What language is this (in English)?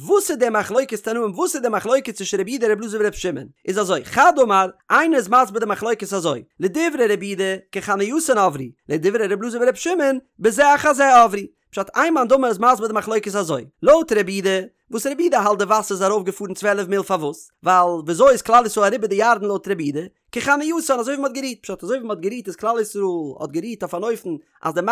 Yiddish